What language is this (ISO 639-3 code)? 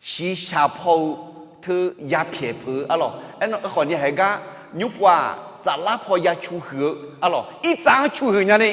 ahk